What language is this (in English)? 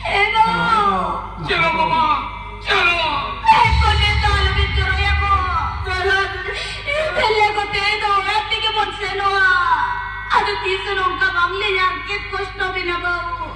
Santali